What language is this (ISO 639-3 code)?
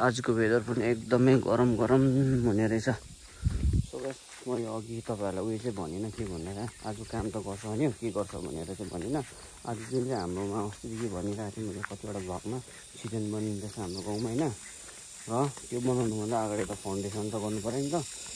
nep